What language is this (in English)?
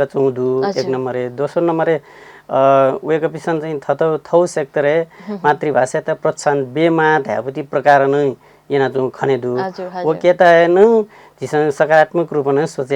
Newari